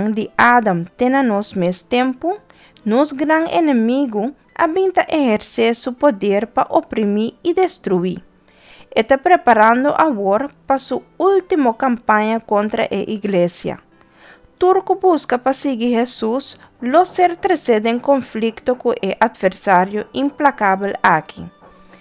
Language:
Papiamento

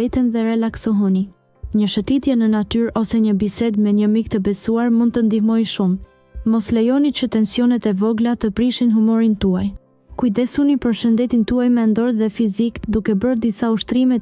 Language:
Albanian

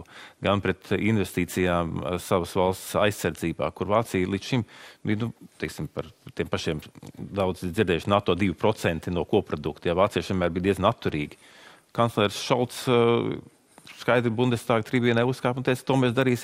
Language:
Latvian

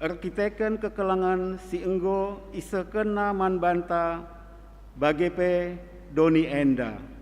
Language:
Batak Karo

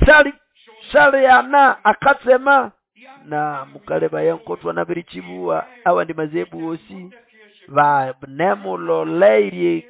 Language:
Nande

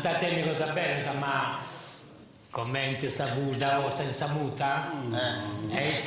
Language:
Sardinian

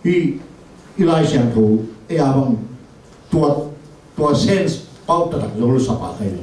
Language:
Tedim Chin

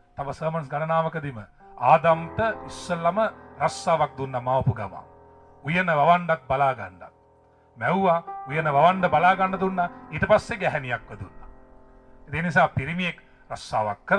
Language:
Sinhala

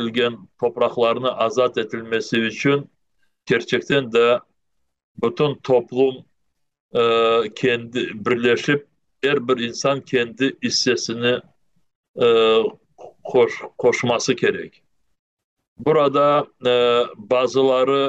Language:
Crimean Tatar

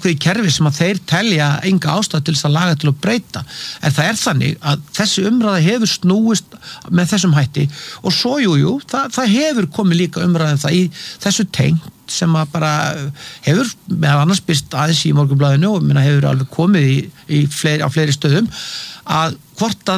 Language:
Icelandic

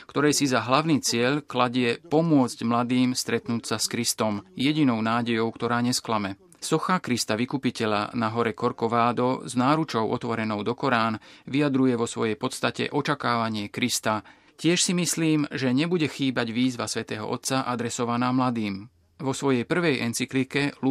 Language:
Slovak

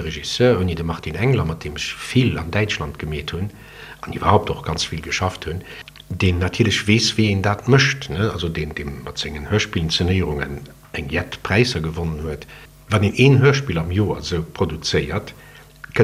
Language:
Luxembourgish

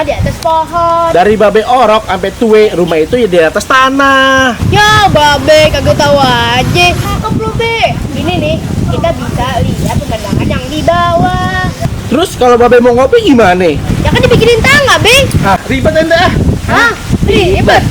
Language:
Betawi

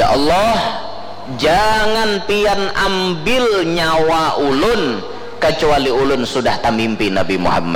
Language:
Banjar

